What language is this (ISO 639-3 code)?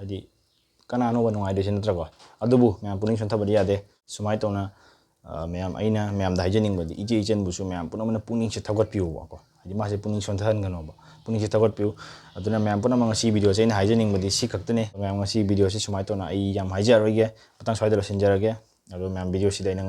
mni